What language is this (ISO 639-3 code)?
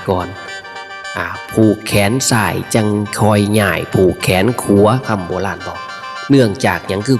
tts